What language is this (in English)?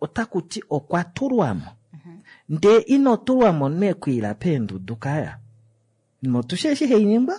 Kuanyama